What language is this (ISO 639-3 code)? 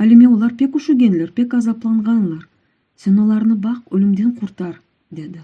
crh